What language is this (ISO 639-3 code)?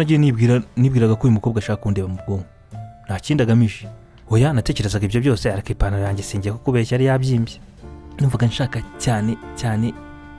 kin